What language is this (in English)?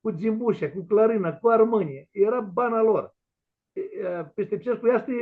Aromanian